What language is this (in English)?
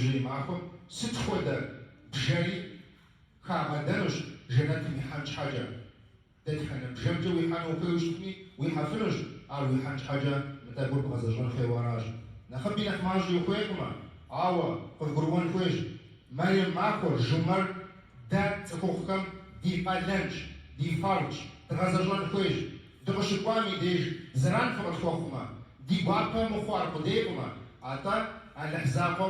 Kabardian